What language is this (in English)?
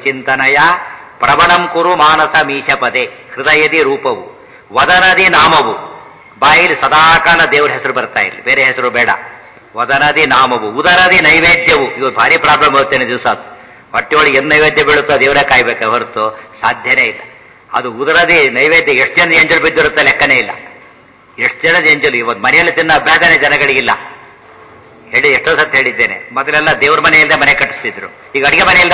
Kannada